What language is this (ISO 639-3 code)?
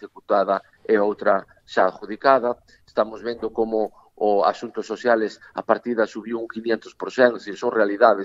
glg